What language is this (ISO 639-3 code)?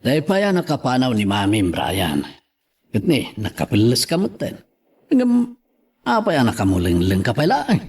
ilo